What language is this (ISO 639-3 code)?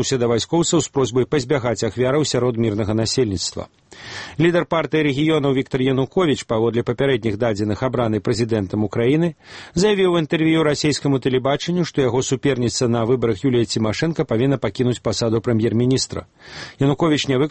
bel